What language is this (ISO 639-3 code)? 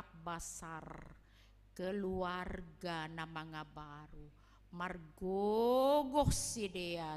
bts